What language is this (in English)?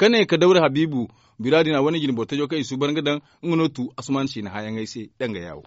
Zarma